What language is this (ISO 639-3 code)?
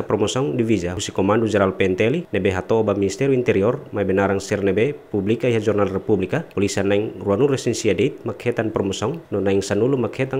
tet